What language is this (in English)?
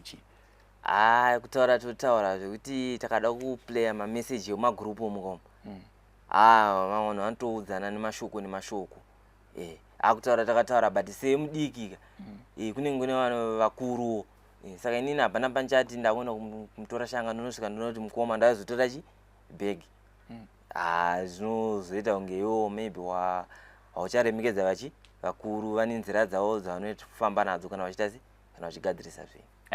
Shona